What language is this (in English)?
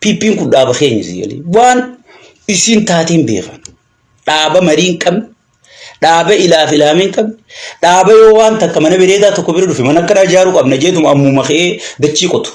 Oromo